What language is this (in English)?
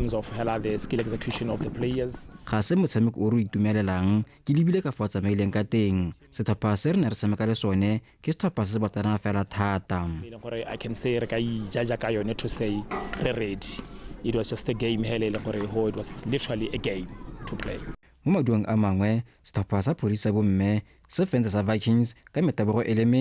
Tswana